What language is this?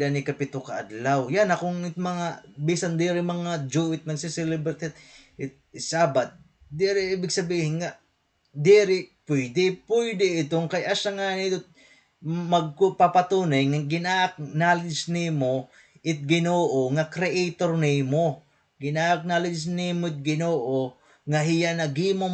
Waray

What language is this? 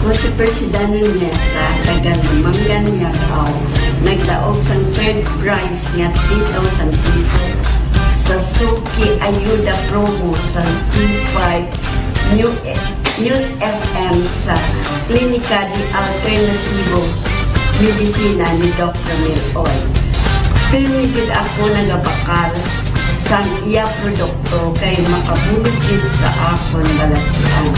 Hiligaynon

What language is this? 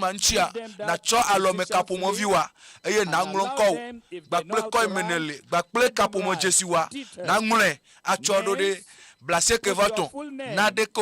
Ewe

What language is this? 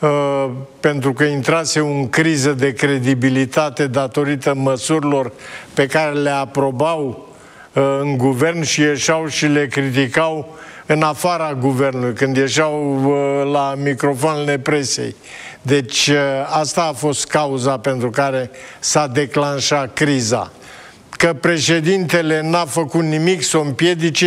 Romanian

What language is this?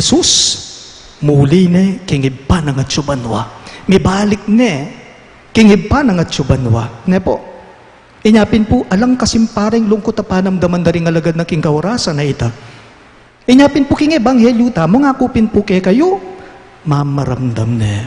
Pampanga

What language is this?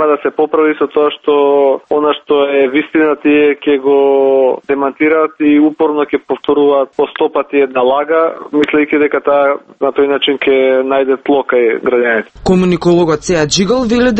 Macedonian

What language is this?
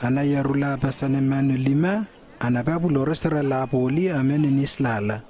Lewo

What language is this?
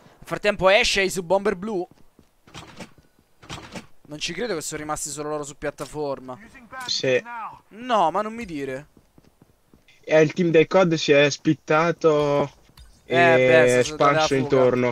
Italian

